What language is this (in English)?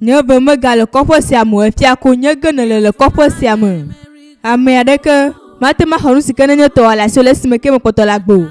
Ewe